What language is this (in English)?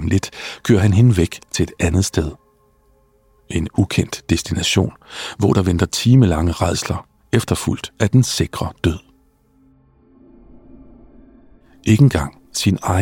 Danish